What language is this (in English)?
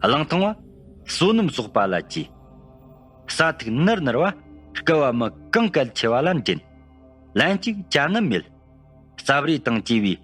Tibetan